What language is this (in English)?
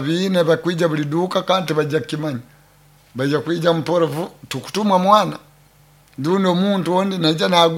Nyoro